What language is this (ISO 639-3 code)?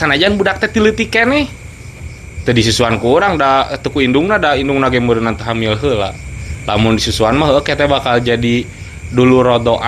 sun